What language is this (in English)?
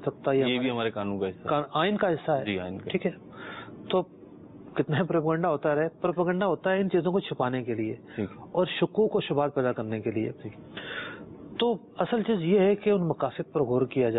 Urdu